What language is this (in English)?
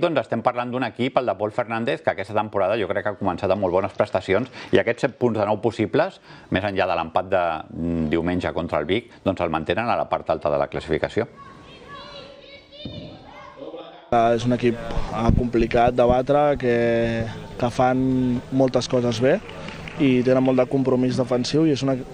Catalan